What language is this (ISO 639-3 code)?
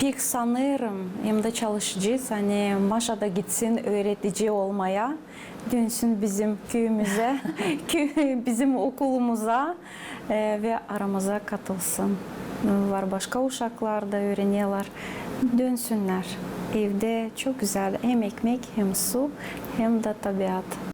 gag